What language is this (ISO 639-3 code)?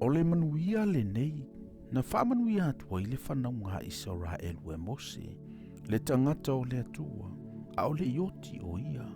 smo